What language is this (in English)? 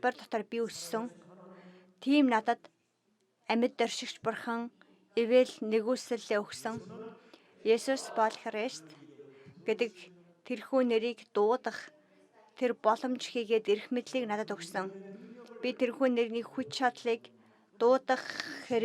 Mongolian